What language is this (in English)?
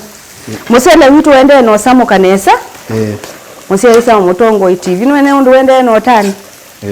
Kamba